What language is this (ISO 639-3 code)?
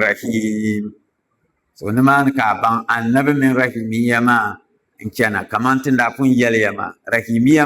dag